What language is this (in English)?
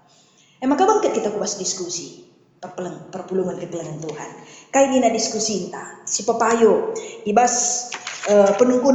Batak Karo